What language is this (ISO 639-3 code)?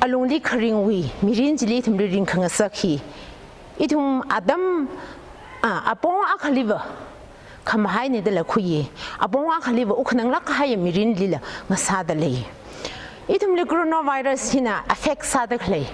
nmf